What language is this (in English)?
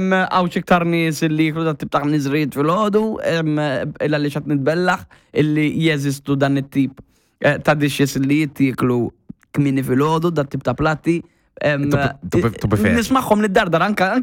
Maltese